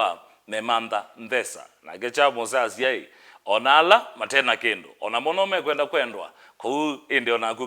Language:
Kamba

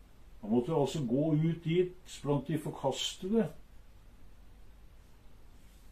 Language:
Norwegian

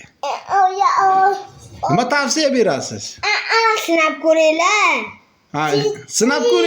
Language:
Uzbek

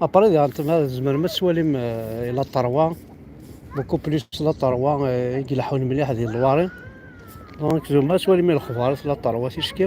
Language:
Kabyle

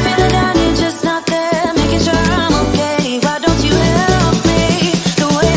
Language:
English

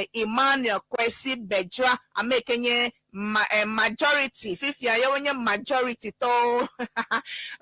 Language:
Ewe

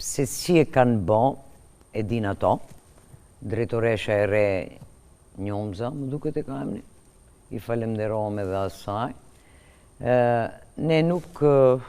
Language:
Albanian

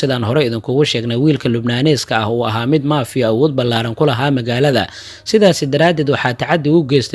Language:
Somali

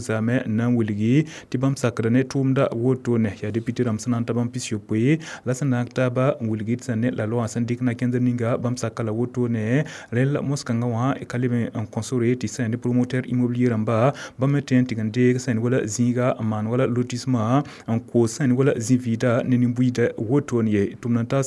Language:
Mossi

